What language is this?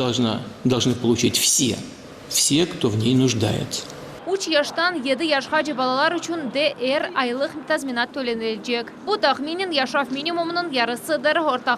Crimean Tatar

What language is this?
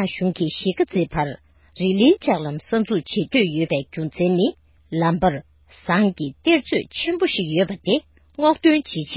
Tibetan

